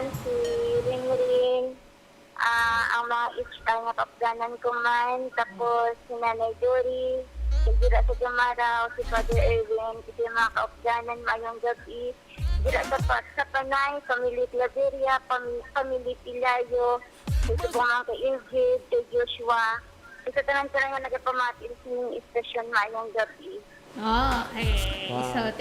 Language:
Hiligaynon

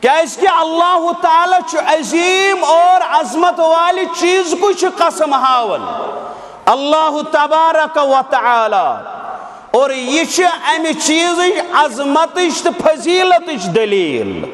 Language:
Kashmiri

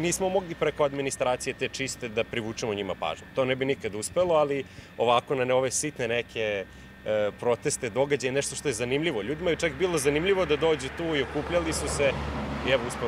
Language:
Serbian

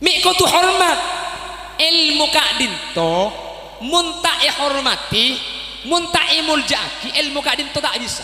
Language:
Madurese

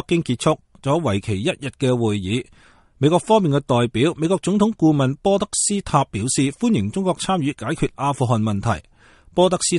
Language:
Cantonese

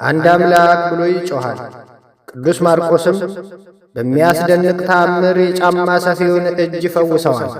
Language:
Amharic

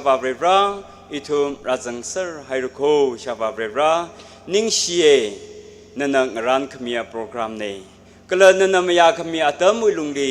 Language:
Tangkhul Naga (India)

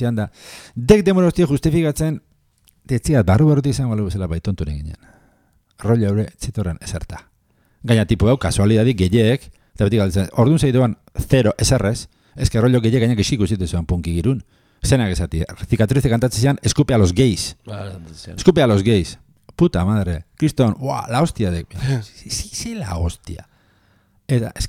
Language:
Basque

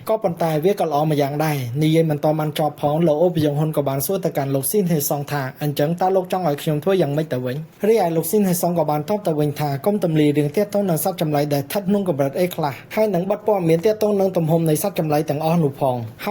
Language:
Khmer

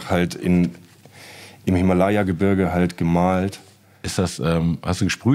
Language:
German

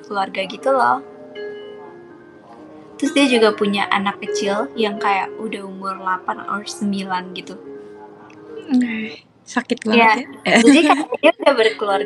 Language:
Indonesian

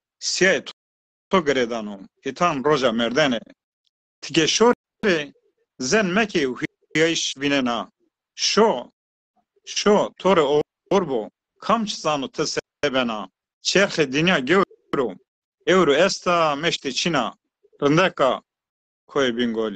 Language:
Zaza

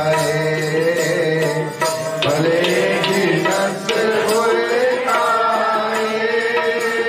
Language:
Punjabi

